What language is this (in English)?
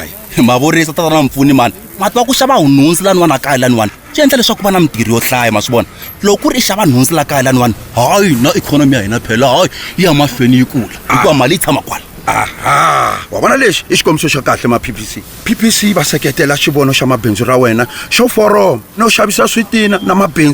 Tsonga